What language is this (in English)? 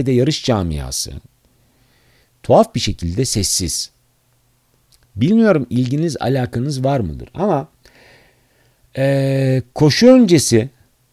Turkish